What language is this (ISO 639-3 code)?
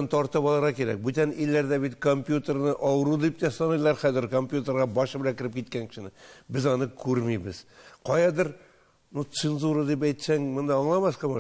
tat